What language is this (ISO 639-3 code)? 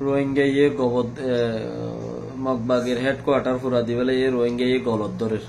rhg